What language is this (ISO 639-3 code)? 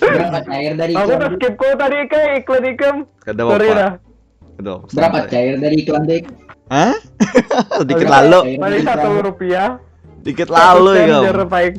bjn